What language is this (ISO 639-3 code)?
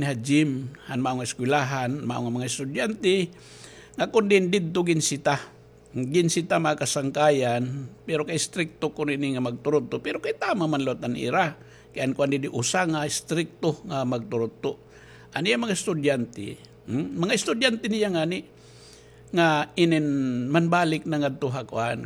war